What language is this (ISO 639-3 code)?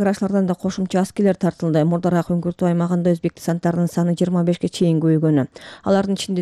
kir